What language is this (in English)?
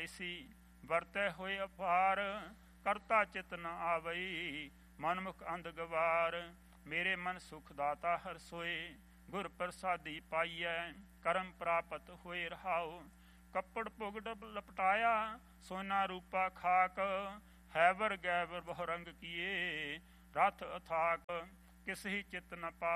Punjabi